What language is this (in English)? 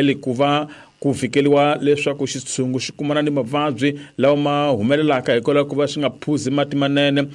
Tsonga